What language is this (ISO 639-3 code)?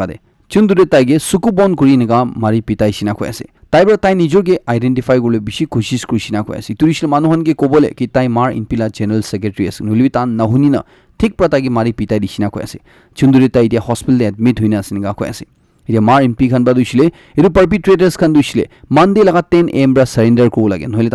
nag